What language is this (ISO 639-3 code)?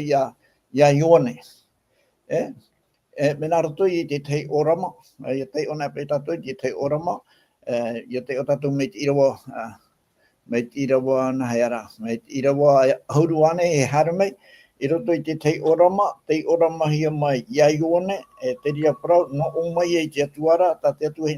tah